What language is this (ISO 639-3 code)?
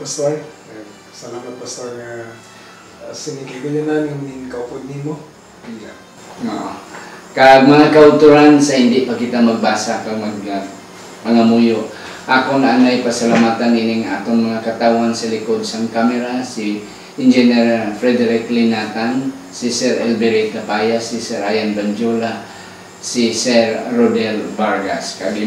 hil